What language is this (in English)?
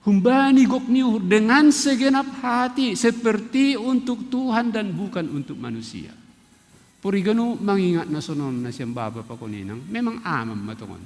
Batak Simalungun